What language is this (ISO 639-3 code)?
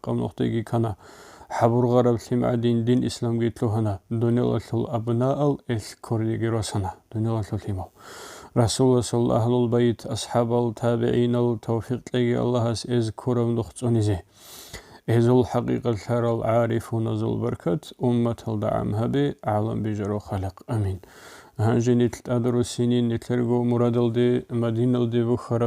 ava